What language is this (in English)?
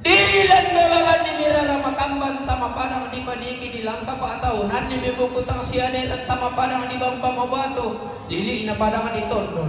Toraja-Sa'dan